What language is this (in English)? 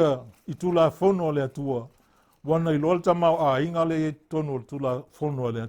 Samoan